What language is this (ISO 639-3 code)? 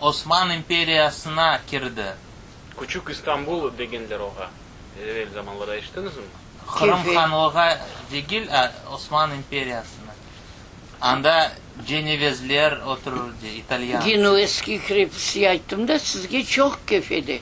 crh